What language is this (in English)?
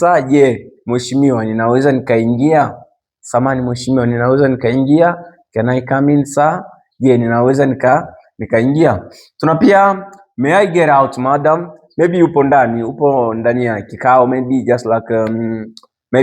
Swahili